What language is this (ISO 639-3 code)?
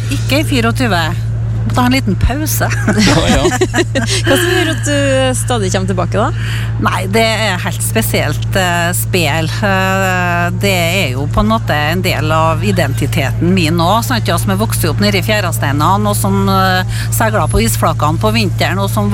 nor